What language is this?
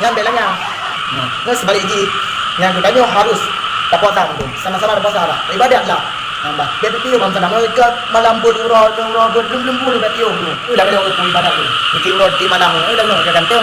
Achinese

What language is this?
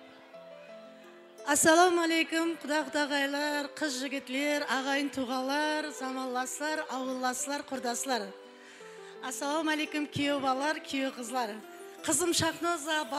Kara-Kalpak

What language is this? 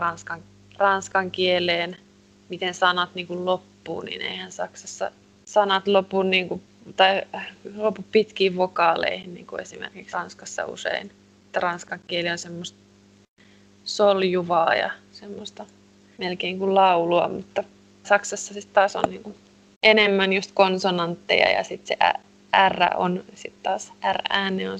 Finnish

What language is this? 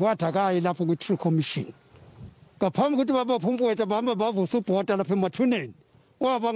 Zulu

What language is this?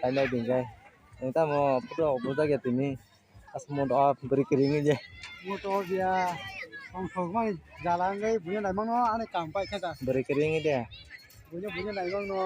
Kok Borok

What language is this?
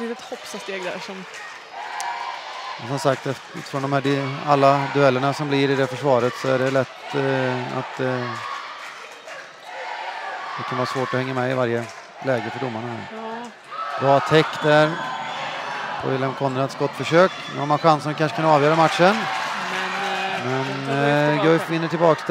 Swedish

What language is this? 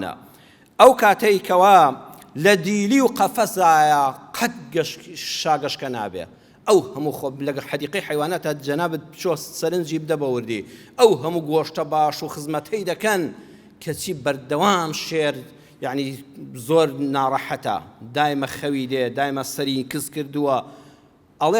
Central Kurdish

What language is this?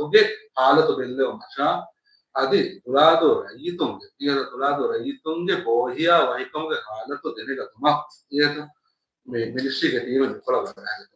Divehi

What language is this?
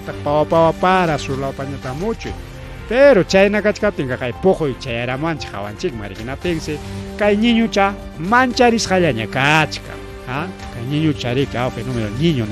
Ayacucho Quechua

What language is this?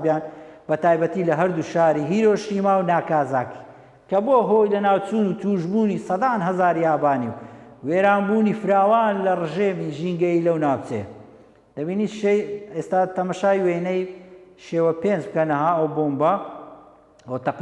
Central Kurdish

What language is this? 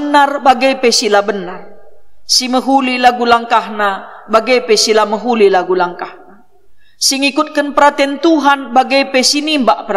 Batak Karo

